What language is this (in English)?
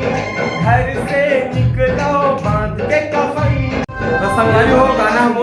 Chhattisgarhi